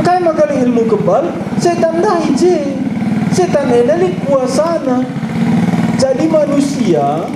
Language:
Batak Karo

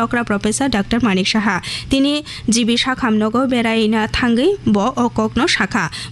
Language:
Kok Borok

